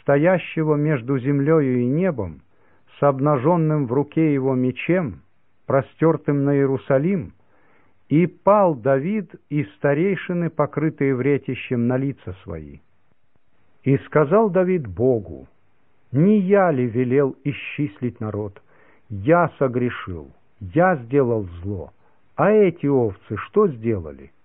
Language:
Russian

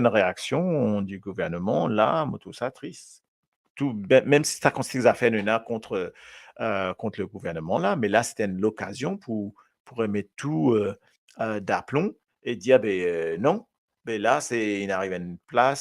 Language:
Morisyen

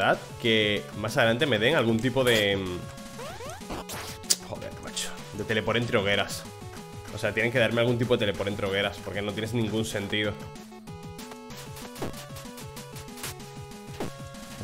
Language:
Spanish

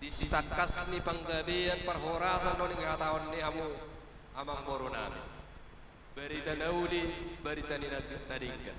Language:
Batak Toba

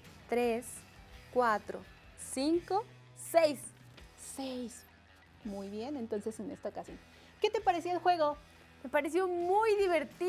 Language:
Spanish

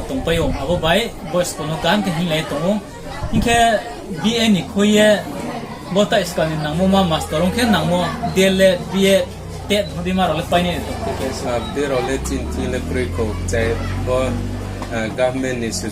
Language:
Riang (India)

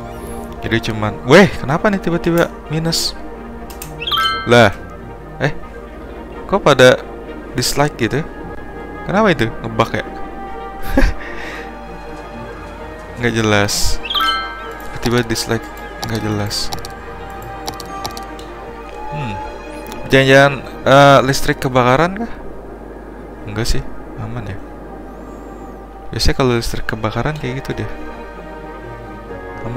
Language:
Indonesian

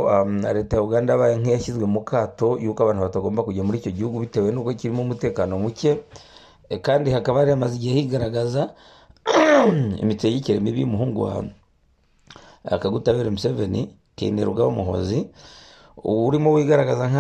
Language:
Kinyarwanda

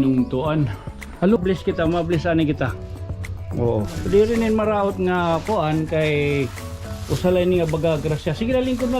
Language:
Waray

